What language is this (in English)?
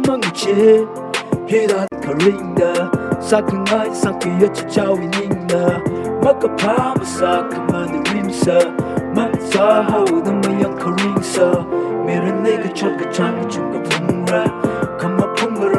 Tangkhul Naga (India)